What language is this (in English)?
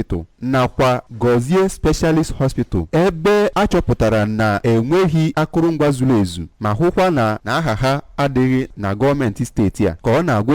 Igbo